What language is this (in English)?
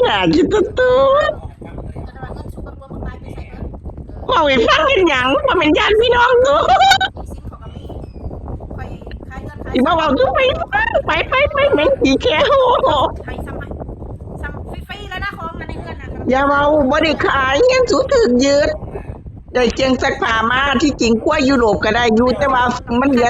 Northeastern Thai